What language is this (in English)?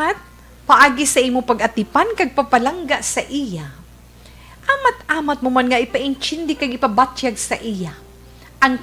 Hiligaynon